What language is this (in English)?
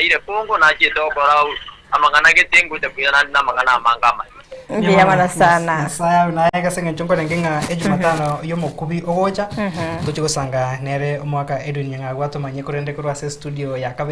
Gusii